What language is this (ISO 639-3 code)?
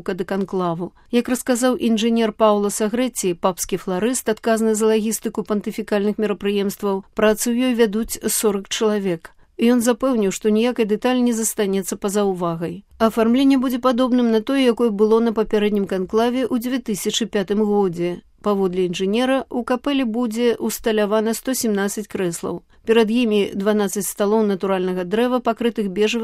bel